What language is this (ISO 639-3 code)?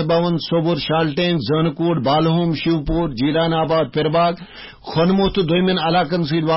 kas